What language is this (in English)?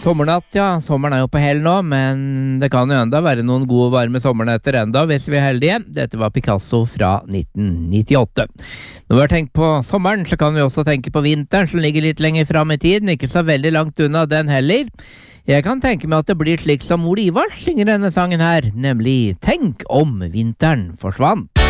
Norwegian